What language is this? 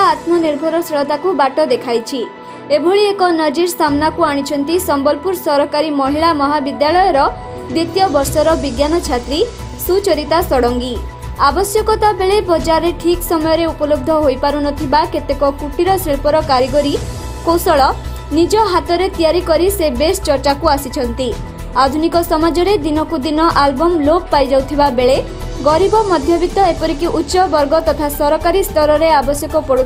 Odia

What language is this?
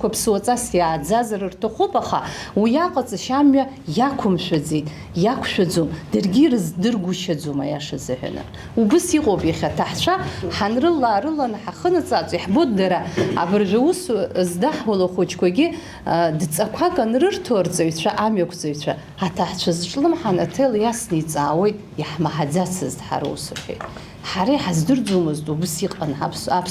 Abkhazian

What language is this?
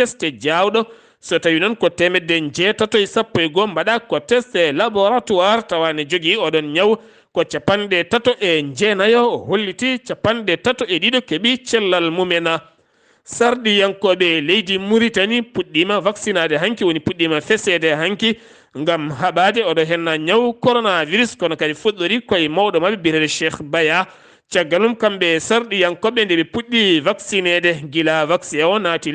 Fula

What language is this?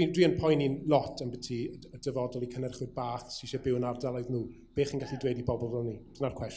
Welsh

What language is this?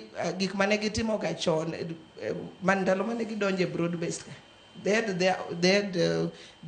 Luo (Kenya and Tanzania)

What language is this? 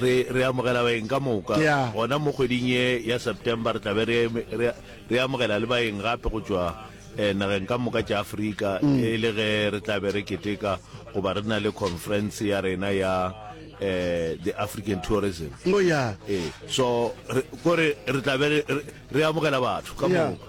Northern Sotho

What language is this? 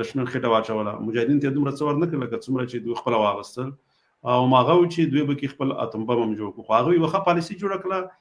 Pashto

